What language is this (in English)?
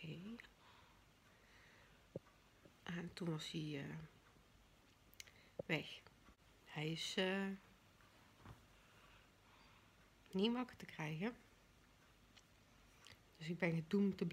Dutch